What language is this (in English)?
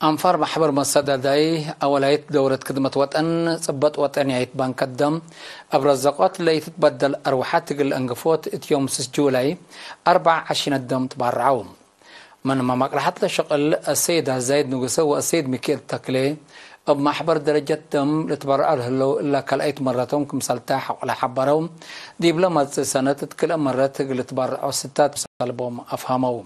Tigre